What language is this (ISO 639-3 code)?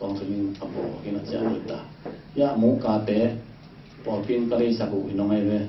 ctd